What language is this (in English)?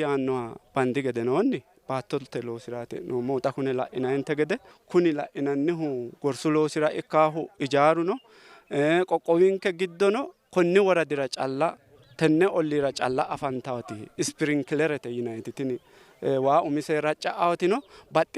Sidamo